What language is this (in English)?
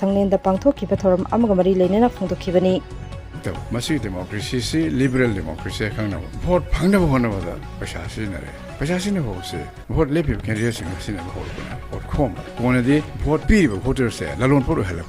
Manipuri